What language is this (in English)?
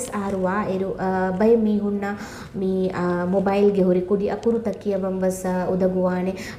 Divehi